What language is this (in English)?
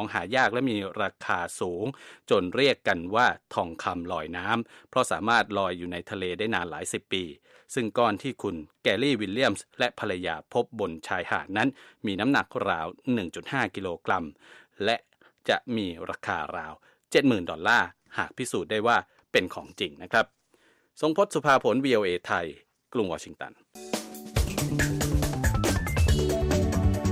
Thai